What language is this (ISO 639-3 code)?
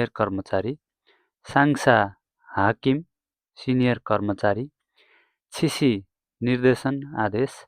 nep